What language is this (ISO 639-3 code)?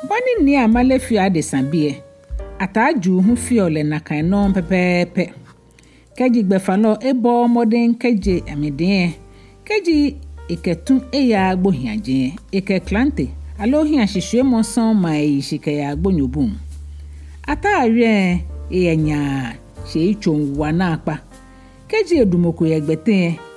gaa